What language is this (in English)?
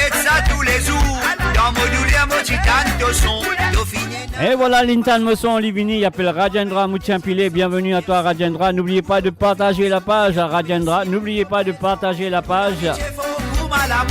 Morisyen